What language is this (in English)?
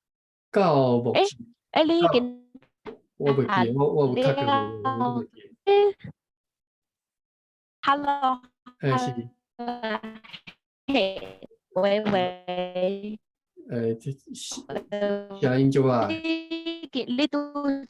Min Nan Chinese